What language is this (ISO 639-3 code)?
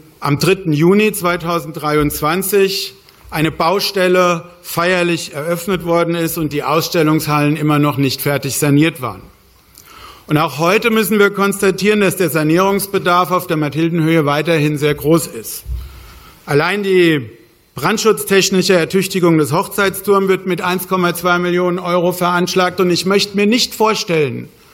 deu